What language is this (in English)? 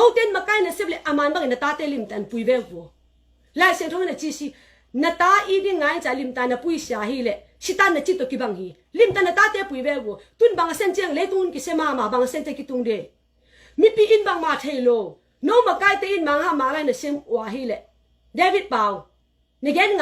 Tedim Chin